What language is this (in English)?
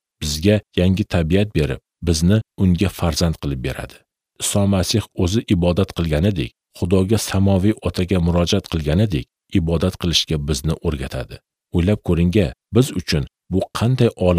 Uzbek